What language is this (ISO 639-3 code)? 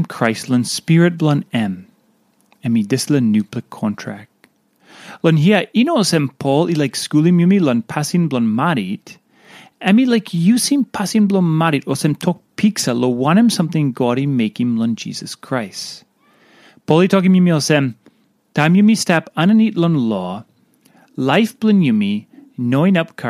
tpi